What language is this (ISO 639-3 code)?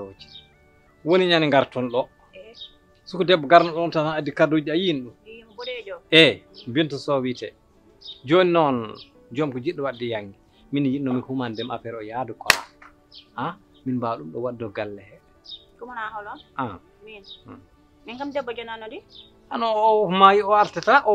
ful